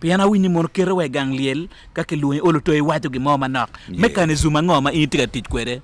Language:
Acoli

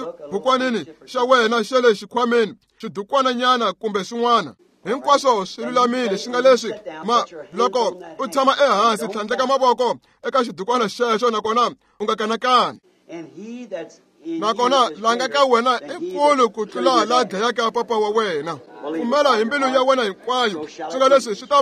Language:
Tsonga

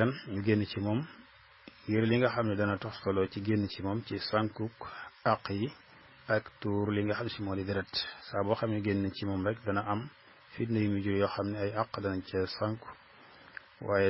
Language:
Wolof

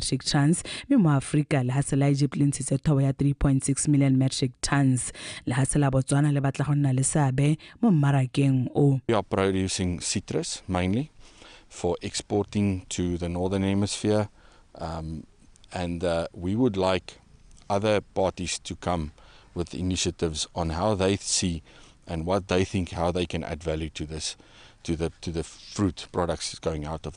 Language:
Tswana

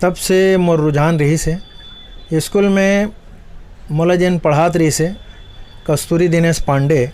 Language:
Chhattisgarhi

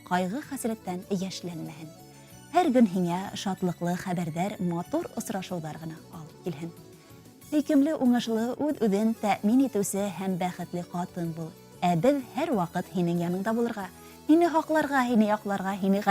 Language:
Bashkir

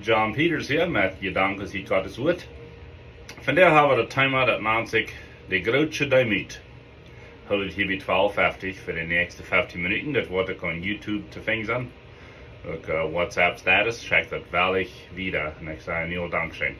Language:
Plautdietsch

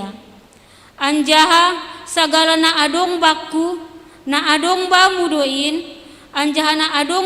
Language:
Batak Simalungun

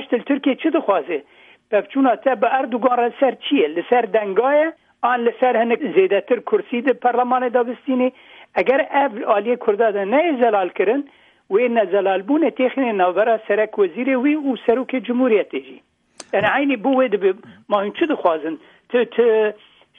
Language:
Kurdish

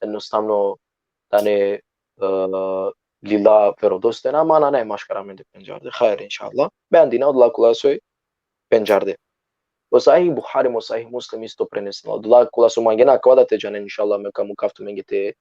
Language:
Balkan Romani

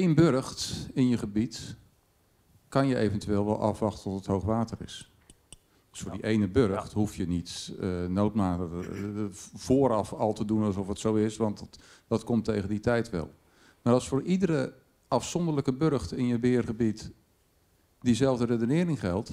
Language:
Dutch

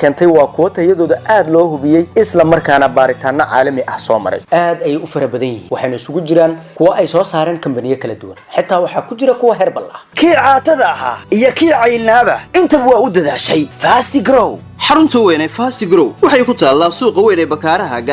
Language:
Somali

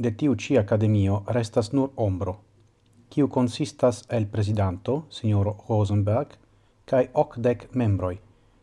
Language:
Esperanto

